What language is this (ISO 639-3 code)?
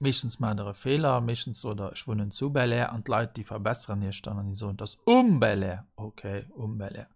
ltz